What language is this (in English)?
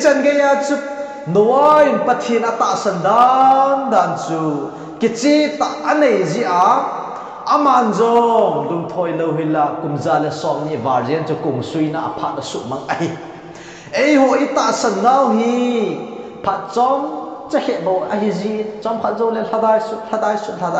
Thado Chin